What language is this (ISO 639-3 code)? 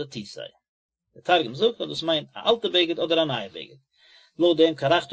yid